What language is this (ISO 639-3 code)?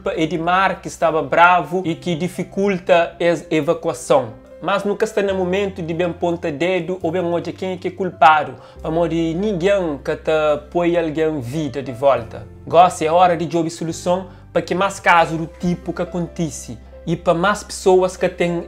kea